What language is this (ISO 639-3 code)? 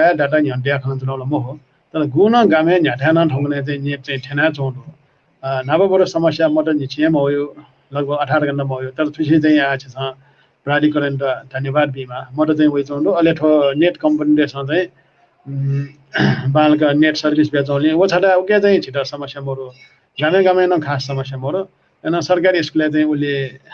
new